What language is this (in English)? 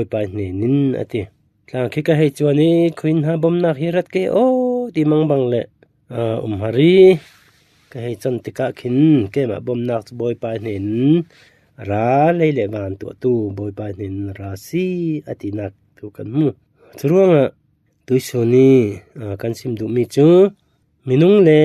Falam Chin